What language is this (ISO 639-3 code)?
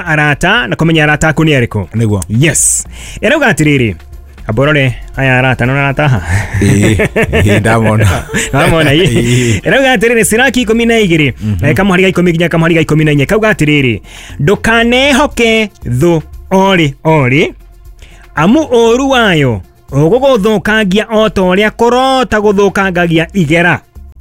kik